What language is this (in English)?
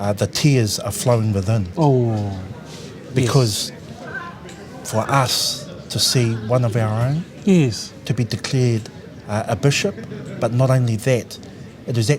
Māori